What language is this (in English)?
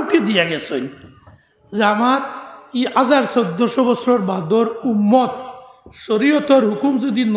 Sylheti